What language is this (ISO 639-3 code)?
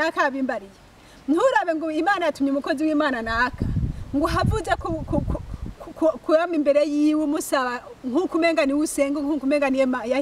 run